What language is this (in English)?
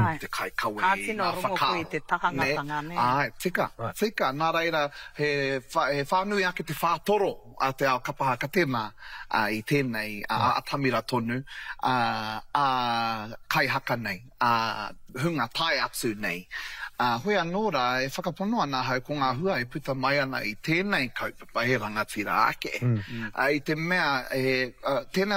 Māori